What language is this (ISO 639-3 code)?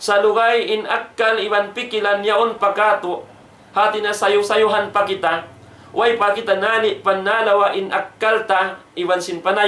tsg